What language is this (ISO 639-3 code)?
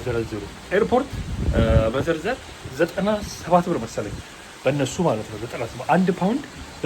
amh